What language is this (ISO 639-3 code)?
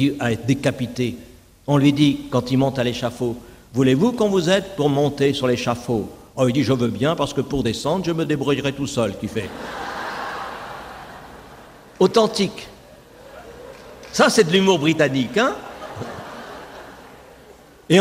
fra